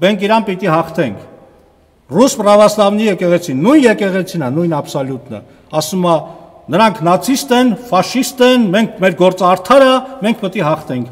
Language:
Armenian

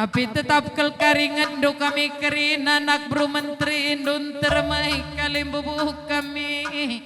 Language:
Batak Karo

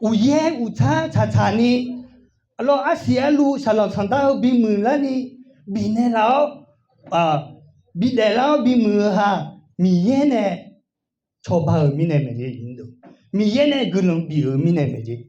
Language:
Akha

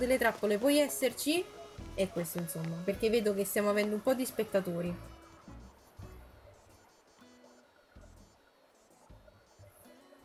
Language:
Italian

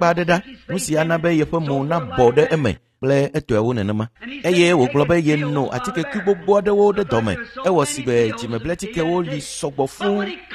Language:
Ewe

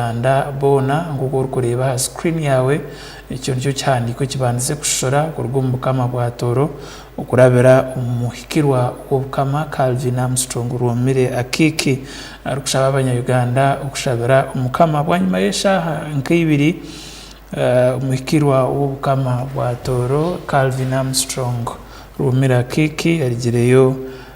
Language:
Tooro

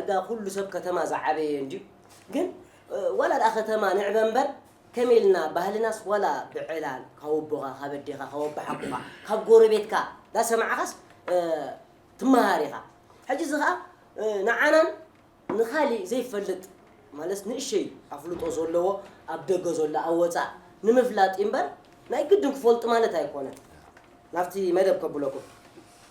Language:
Tigrinya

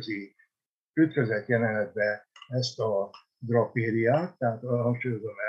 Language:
Hungarian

